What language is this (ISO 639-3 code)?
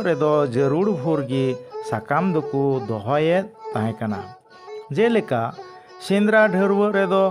sat